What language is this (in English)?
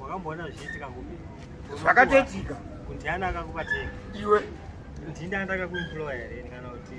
Shona